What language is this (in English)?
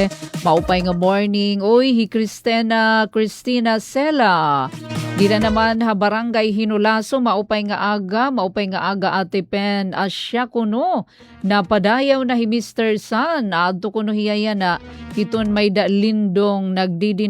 Waray